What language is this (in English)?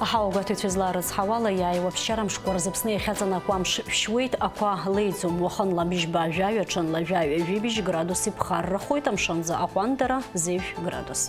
Abkhazian